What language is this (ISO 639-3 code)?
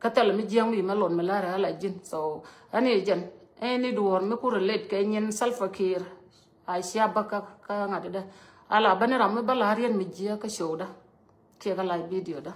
nus